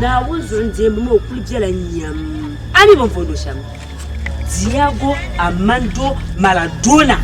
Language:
Dagbani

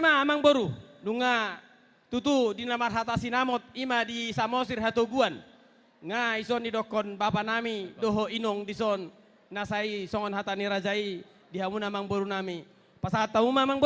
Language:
Batak Toba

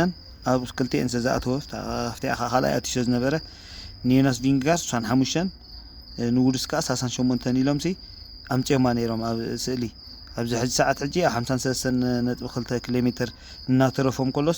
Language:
Tigrinya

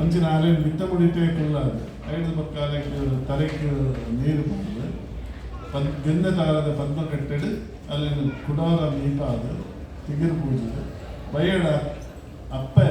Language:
Tulu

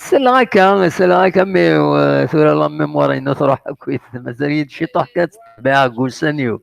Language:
Kabyle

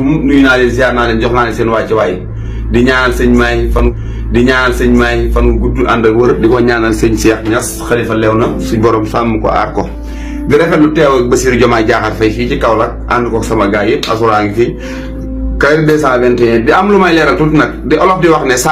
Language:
Wolof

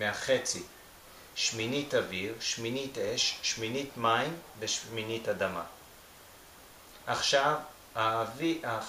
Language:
Hebrew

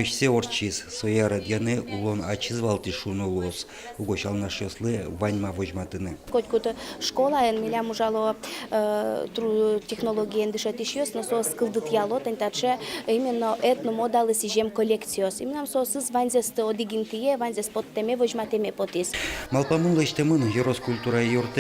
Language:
Udmurt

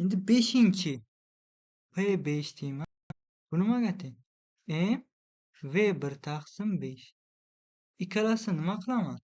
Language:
Uzbek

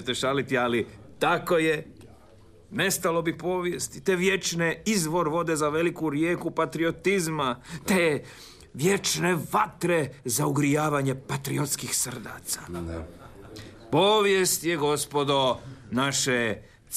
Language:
Croatian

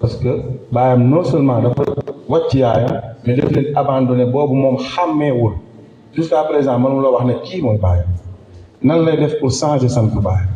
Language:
Wolof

